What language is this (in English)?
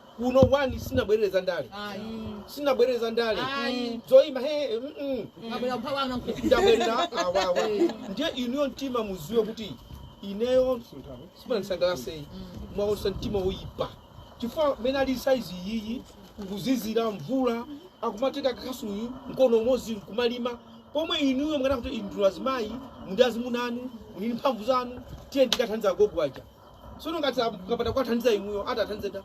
Nyanja